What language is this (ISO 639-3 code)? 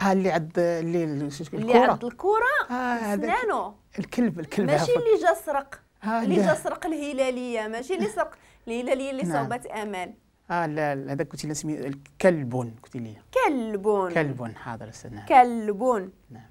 ary